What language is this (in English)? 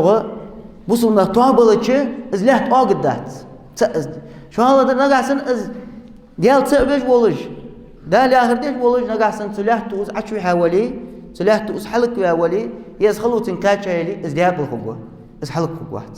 Ingush